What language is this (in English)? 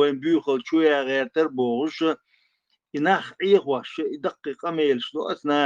Chechen